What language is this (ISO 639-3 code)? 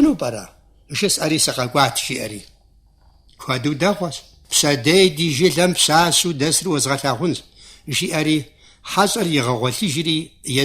kbd